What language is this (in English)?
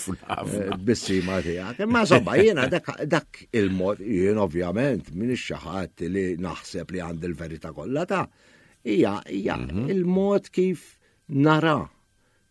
Maltese